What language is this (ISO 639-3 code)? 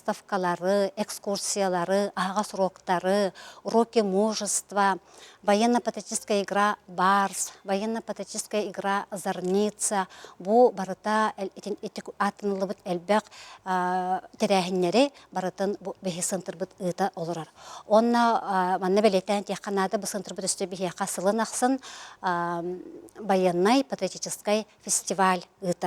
sah